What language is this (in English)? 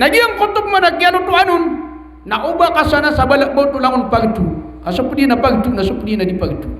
Maranao